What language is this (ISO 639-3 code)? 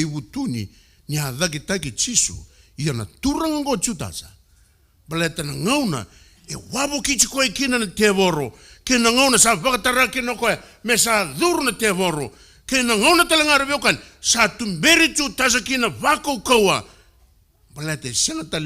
fij